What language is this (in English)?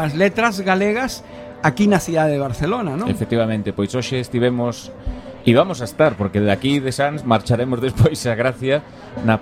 Galician